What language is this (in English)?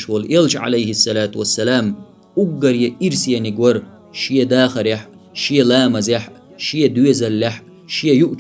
Chechen